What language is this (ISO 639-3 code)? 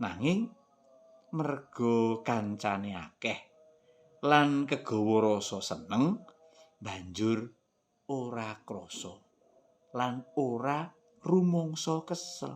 jav